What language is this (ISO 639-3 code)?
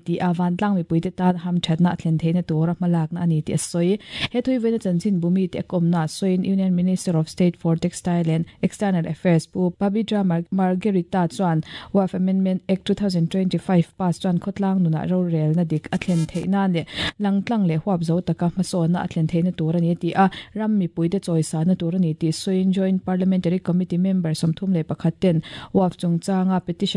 lus